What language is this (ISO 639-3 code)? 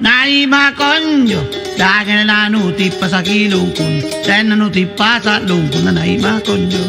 mak